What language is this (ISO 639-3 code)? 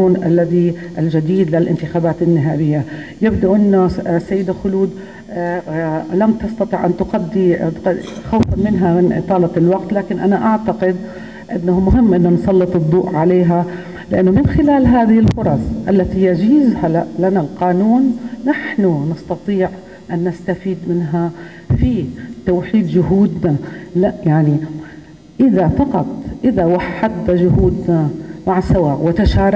apc